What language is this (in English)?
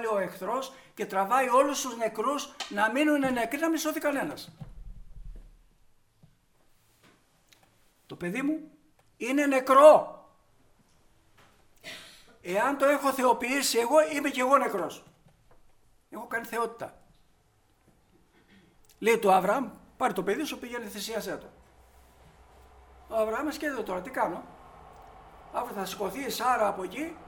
Greek